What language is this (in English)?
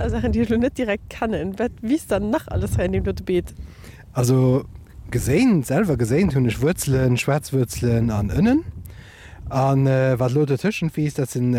Luxembourgish